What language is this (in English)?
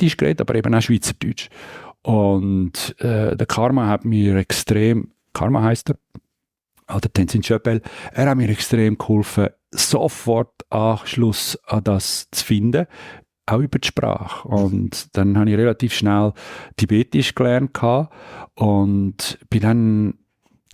Swiss German